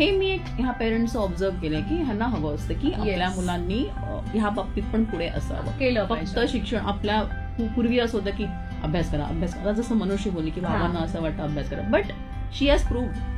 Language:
Marathi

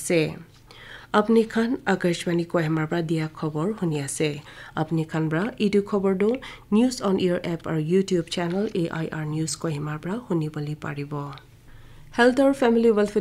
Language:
Naga Pidgin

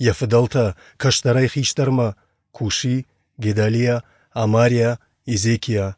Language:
Ossetic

